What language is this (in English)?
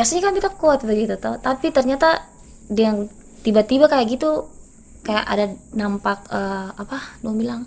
Ambonese Malay